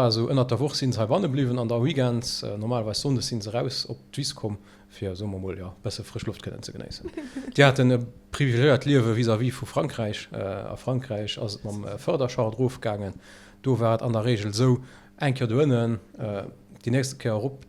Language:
Luxembourgish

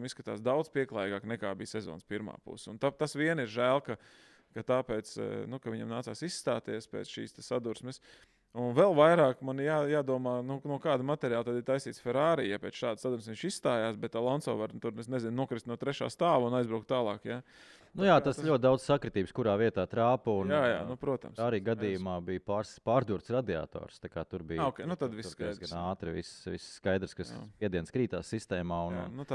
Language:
Latvian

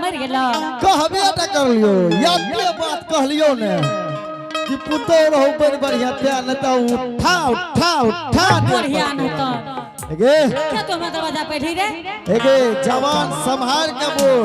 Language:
Angika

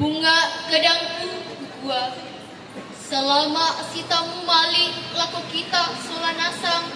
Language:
Toraja-Sa'dan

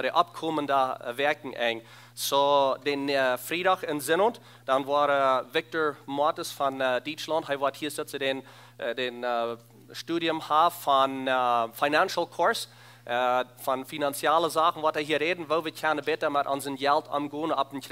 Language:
Plautdietsch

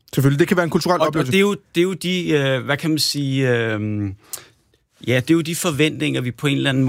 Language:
Danish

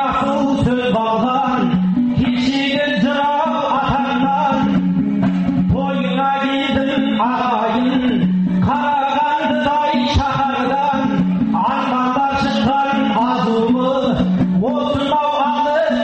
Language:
Kazakh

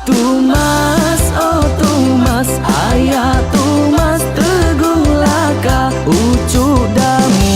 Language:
Iban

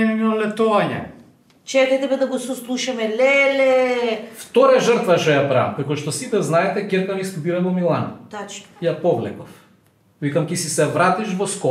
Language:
Macedonian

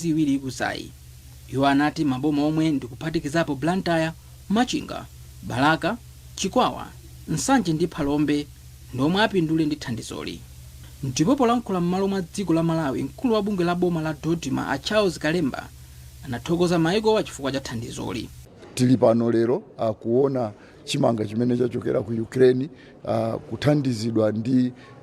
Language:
Nyanja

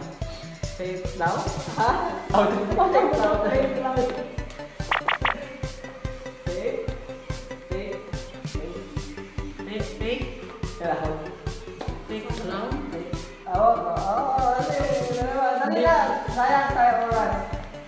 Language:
Filipino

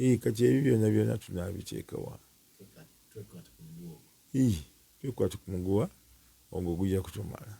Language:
Ganda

